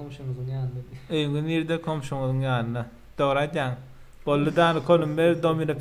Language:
Turkmen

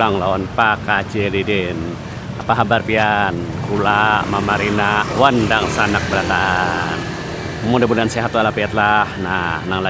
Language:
Banjar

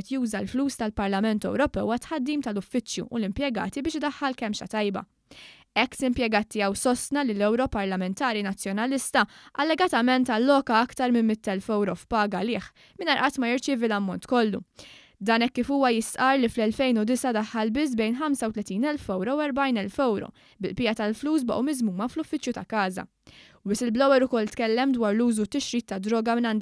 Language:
Maltese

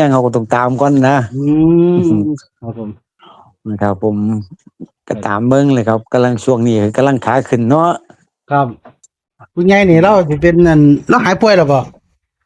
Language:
Northeastern Thai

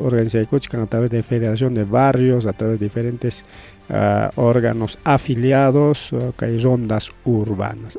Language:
Ayacucho Quechua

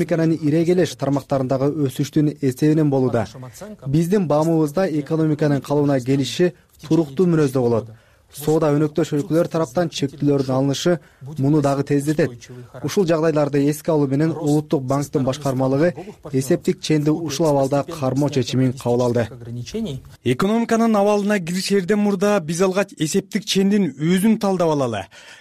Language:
Kyrgyz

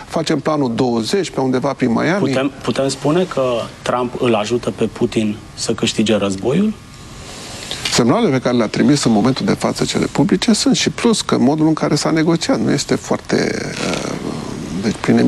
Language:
Romanian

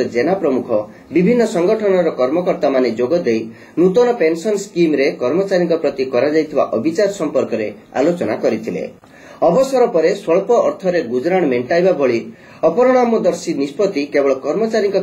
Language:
Odia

